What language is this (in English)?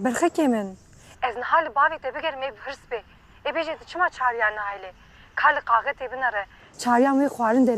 Kurdish